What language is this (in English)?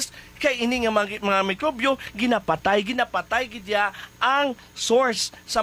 Hiligaynon